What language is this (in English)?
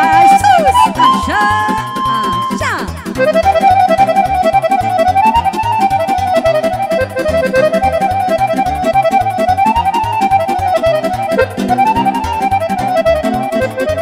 Romanian